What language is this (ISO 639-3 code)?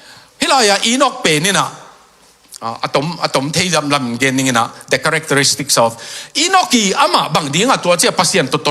ctd